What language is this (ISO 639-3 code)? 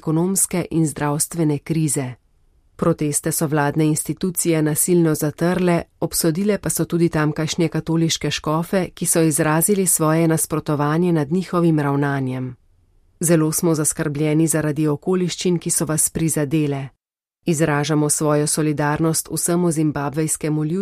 slv